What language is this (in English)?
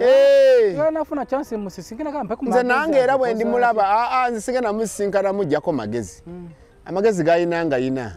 Ganda